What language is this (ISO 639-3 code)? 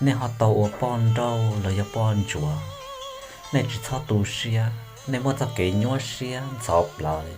hmn